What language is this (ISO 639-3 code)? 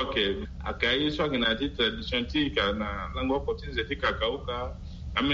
sag